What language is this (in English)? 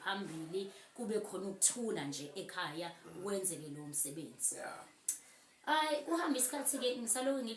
Zulu